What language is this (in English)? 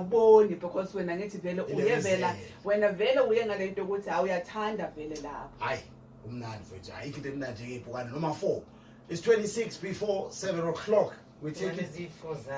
Zulu